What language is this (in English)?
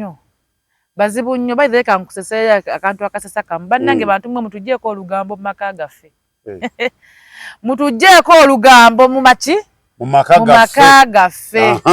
Ganda